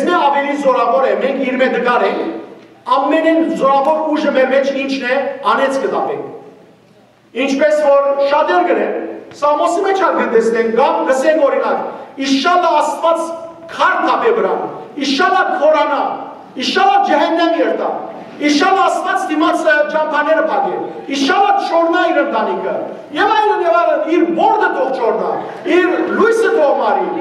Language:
Western Armenian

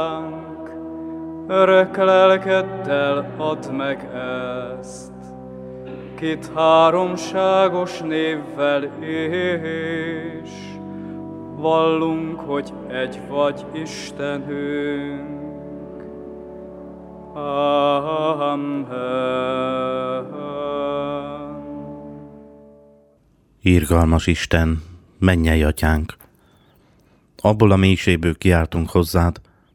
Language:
Hungarian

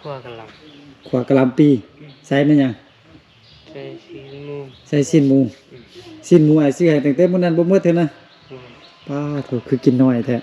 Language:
Lao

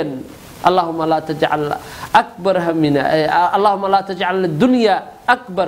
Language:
Somali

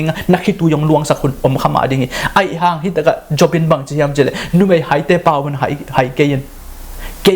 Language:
Tedim Chin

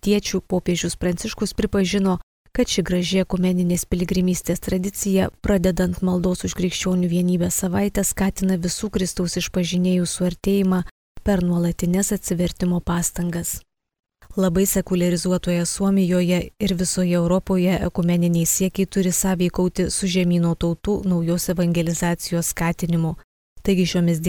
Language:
Lithuanian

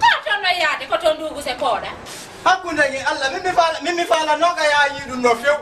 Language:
Fula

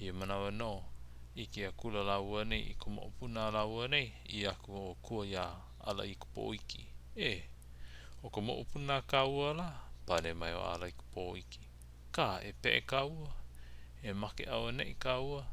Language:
Hawaiian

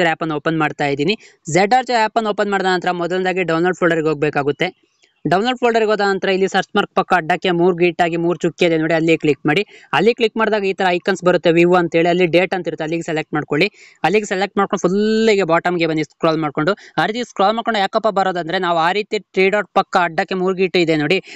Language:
Kannada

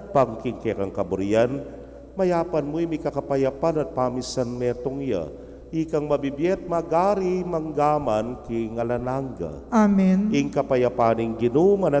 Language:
Pampanga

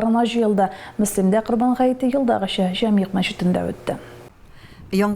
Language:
Tatar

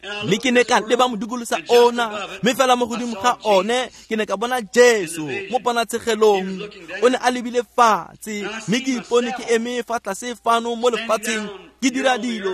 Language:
Tswana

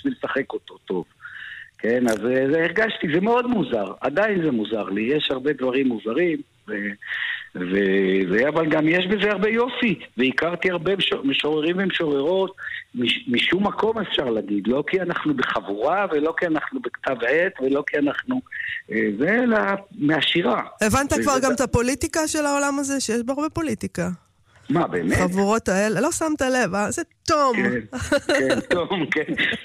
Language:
Hebrew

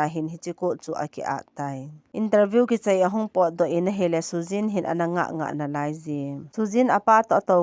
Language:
Thado Chin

